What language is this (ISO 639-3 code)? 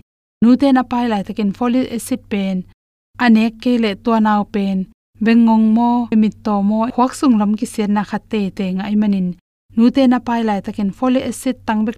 ctd